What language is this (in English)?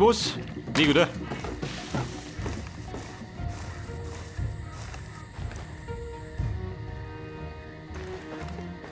German